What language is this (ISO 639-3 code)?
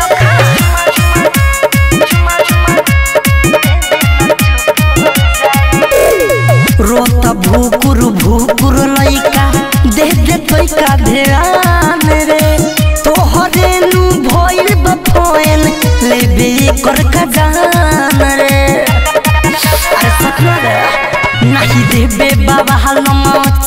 bho